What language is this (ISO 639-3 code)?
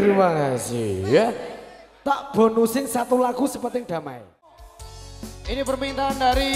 ind